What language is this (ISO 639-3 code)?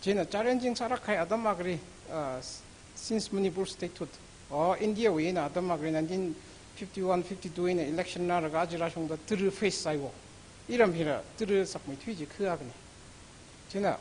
nmf